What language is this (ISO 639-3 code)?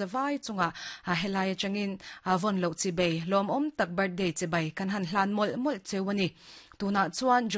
lus